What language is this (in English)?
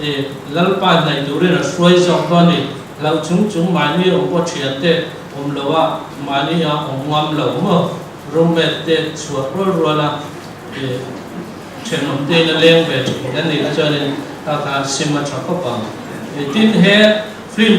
Mizo